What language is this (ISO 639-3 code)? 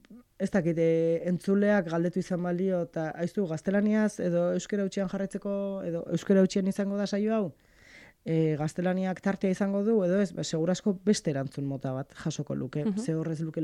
eus